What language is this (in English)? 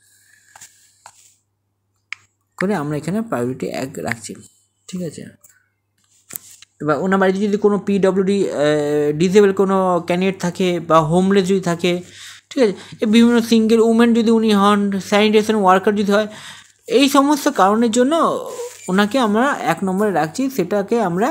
Bangla